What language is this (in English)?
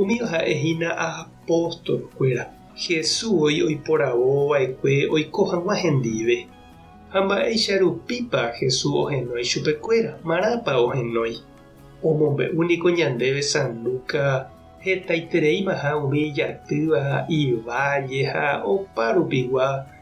Guarani